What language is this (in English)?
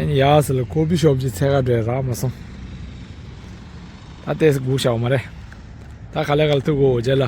Tibetan